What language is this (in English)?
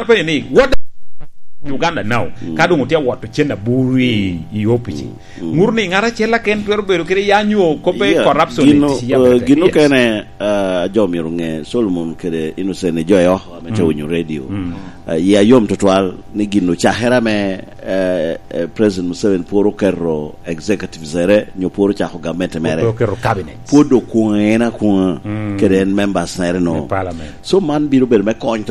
Lango (Uganda)